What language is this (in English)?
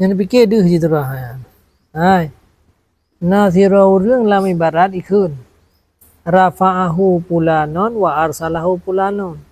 Achinese